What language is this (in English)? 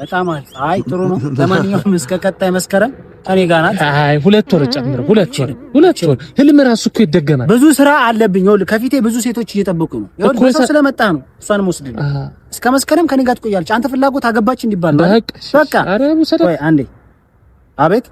Amharic